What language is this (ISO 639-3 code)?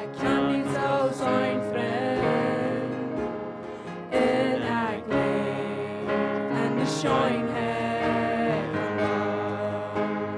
pdt